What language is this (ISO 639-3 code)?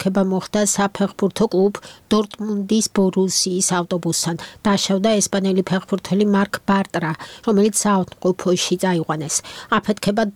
kat